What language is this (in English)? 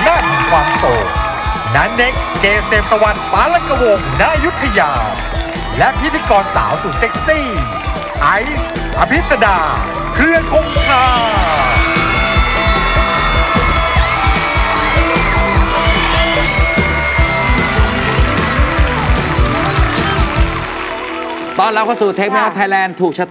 Thai